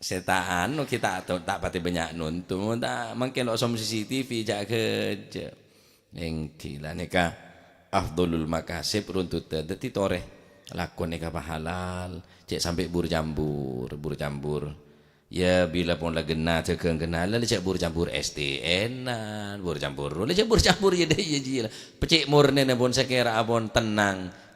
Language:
Madurese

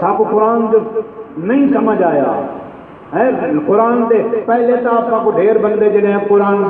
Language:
Saraiki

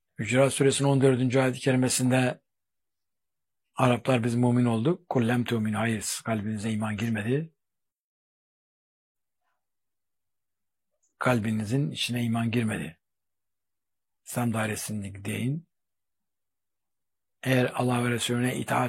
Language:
Turkish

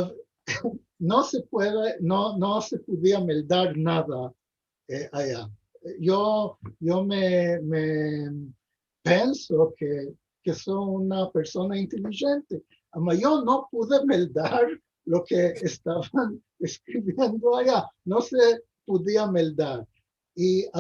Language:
Ladino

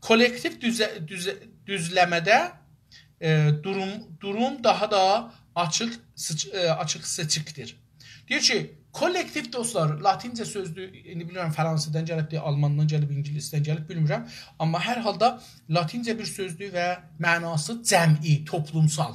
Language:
South Azerbaijani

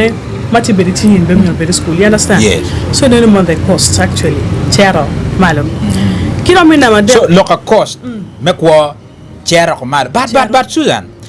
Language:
Acoli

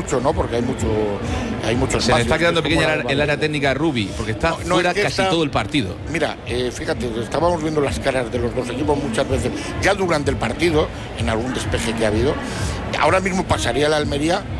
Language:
Spanish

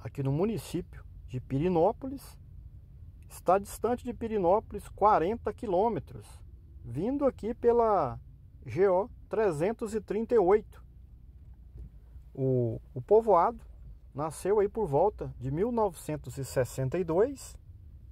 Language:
Portuguese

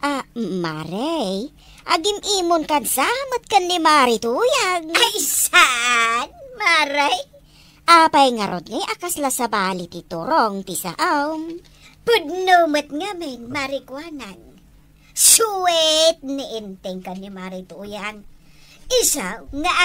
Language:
Iloko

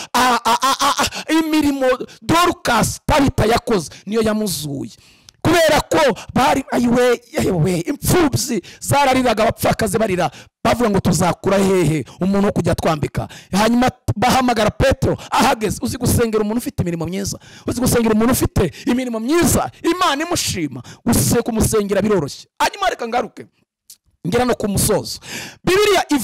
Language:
Kinyarwanda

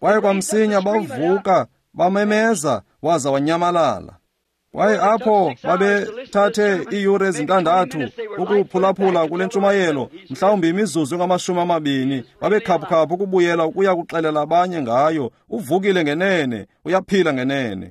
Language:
Xhosa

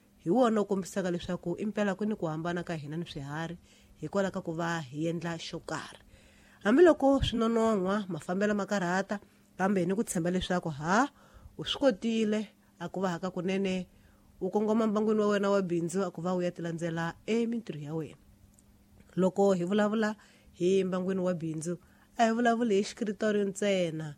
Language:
Tsonga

